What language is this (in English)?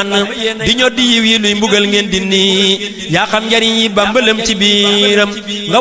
Wolof